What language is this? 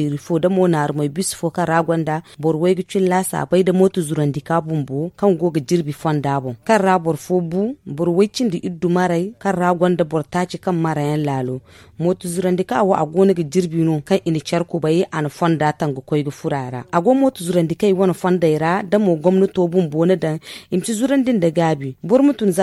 Zarma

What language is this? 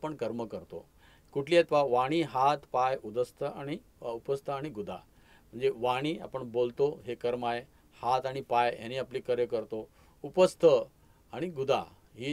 Marathi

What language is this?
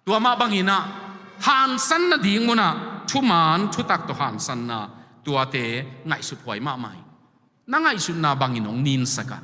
Tedim Chin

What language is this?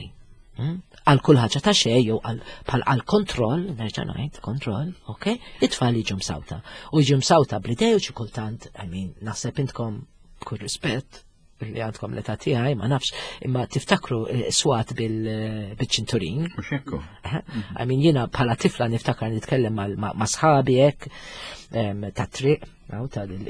Maltese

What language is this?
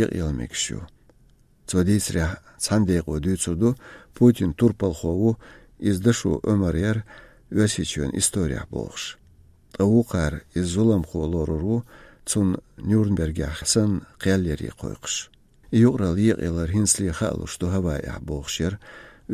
Chechen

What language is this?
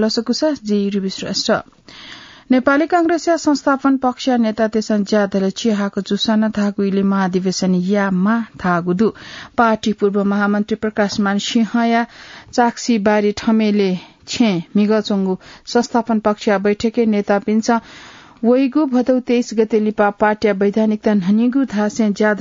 Newari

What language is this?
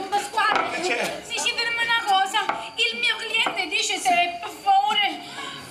Sicilian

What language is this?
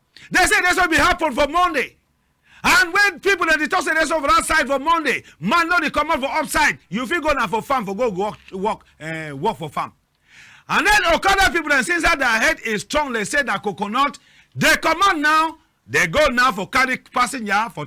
Cameroon Pidgin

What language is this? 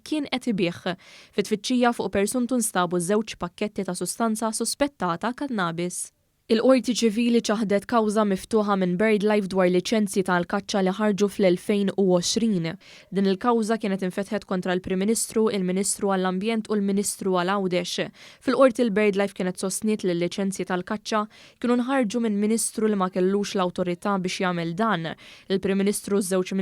Maltese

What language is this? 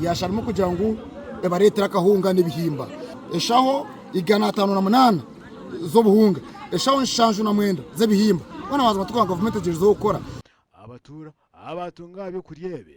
Nyankole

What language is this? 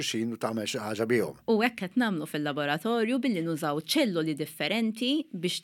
Maltese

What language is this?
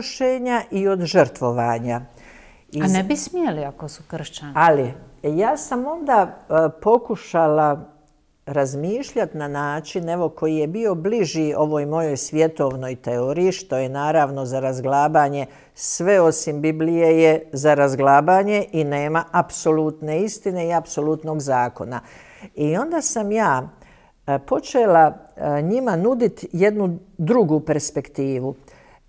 Croatian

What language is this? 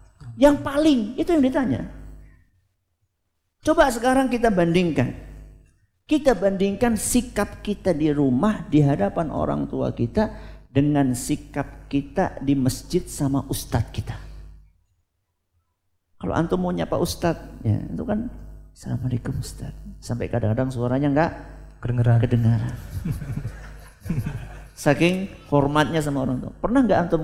Indonesian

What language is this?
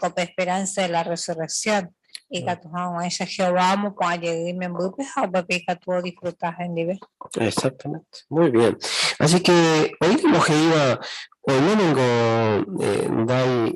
Guarani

